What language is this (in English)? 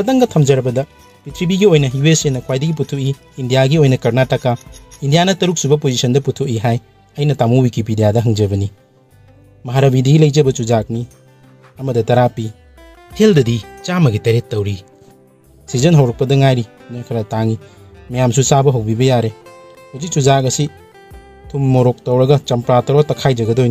Manipuri